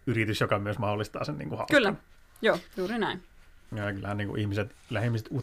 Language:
Finnish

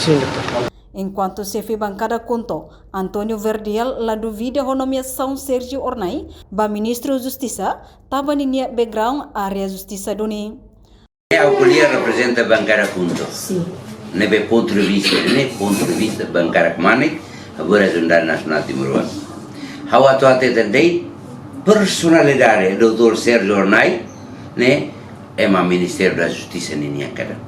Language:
Tetum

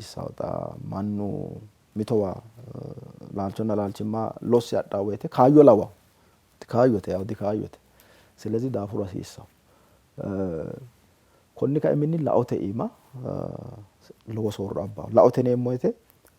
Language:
Sidamo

